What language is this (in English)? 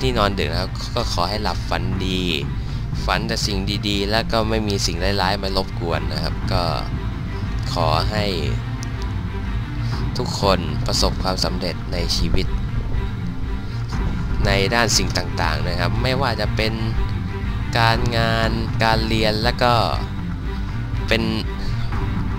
Thai